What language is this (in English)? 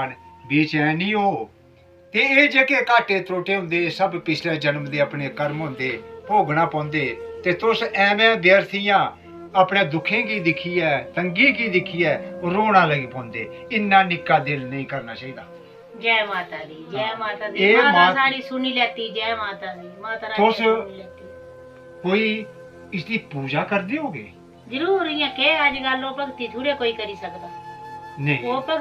Dogri